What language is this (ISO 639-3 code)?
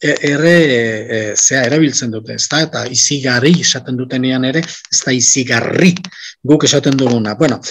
eus